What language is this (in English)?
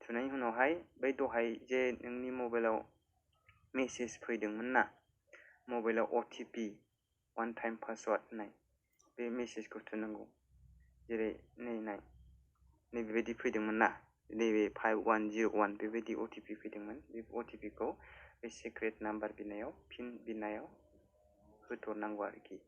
Bodo